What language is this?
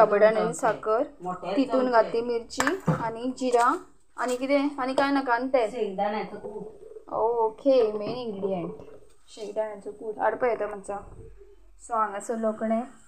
Konkani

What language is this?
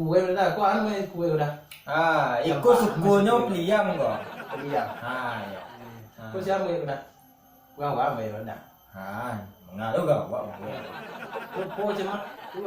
Minangkabau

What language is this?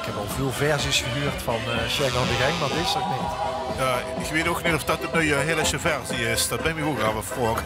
Limburgish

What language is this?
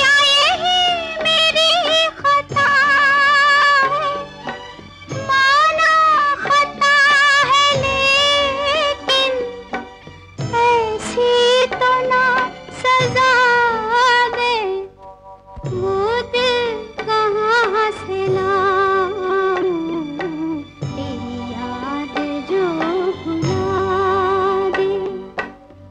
Hindi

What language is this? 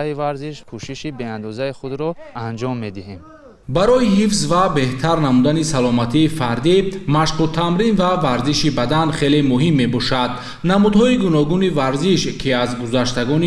Tajik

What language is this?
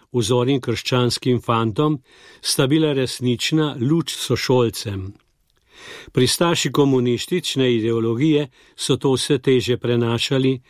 Slovenian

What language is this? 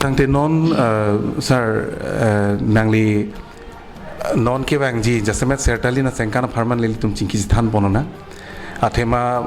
Karbi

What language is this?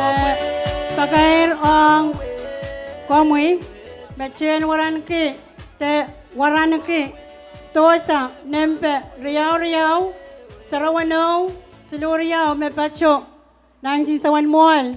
Pohnpeian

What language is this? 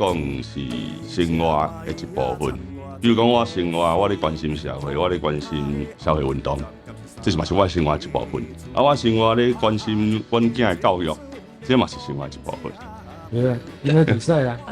Min Nan Chinese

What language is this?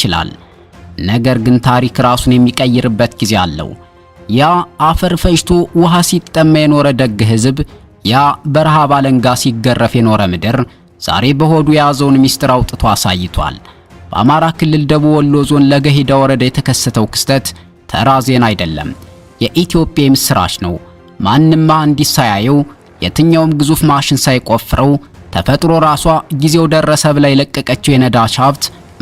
Amharic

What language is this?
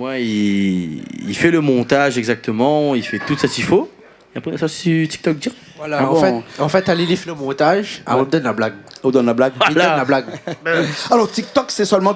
Réunion Creole French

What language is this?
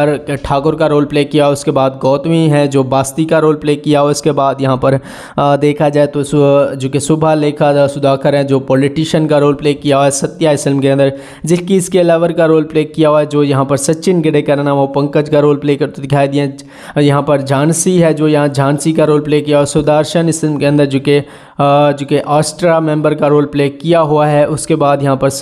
Hindi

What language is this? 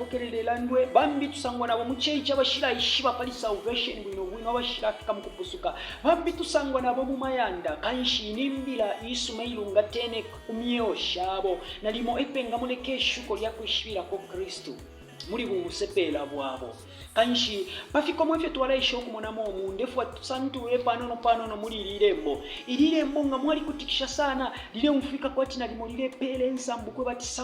Bemba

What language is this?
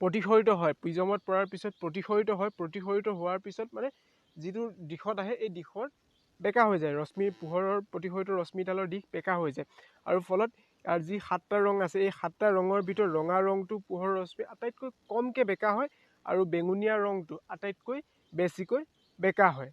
Assamese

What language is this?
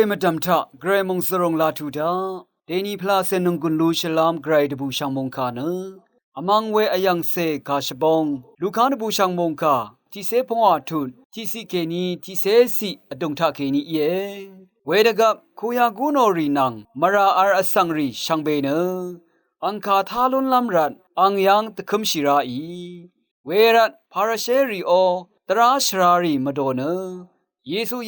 Rawang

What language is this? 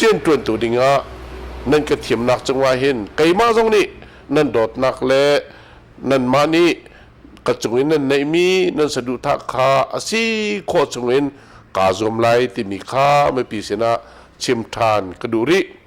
Hakha Chin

